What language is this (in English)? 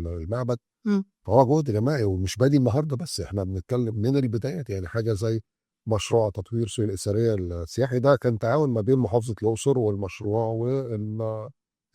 Egyptian Arabic